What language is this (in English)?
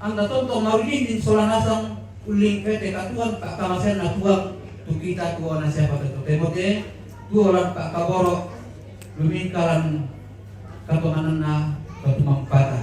Toraja-Sa'dan